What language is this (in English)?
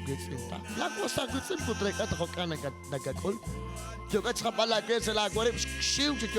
Kekchí